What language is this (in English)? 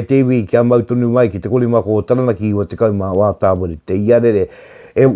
Māori